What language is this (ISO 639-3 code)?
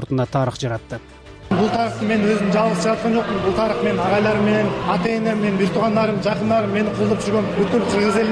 kir